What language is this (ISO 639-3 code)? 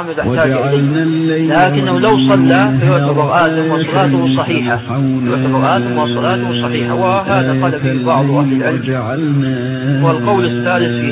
ara